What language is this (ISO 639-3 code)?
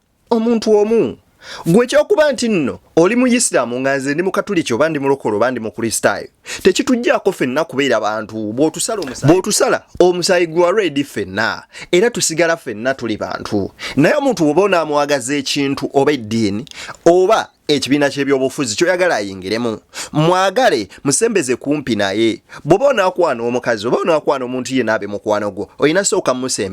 lug